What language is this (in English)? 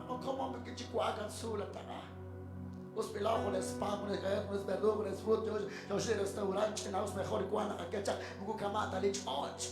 Kekchí